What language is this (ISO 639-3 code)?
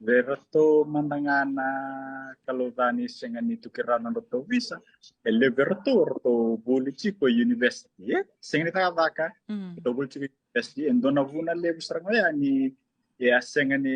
fij